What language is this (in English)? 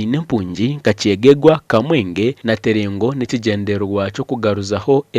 Nyankole